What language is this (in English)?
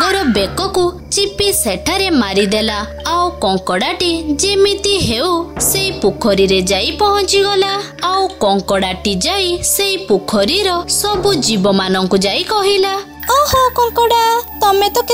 Odia